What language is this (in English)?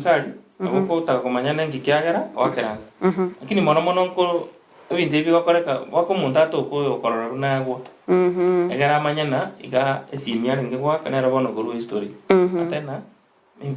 Gusii